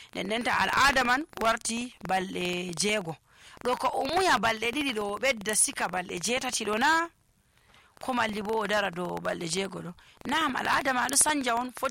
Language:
Nigerian Fulfulde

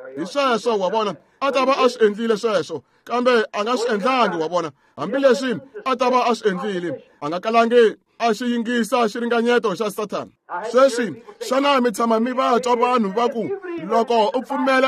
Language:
Tsonga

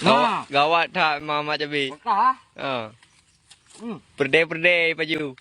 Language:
Achinese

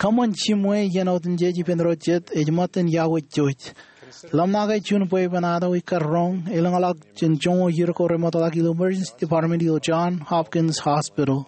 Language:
Marshallese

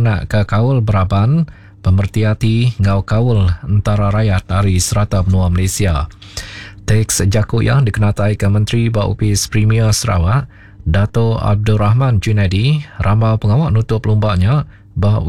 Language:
Iban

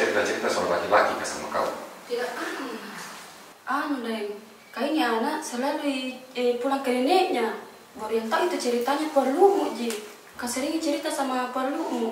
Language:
Makassar Malay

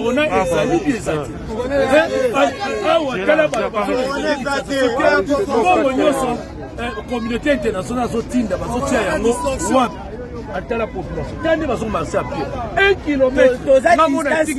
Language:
Lingala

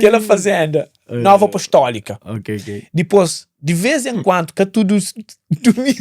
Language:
Kabuverdianu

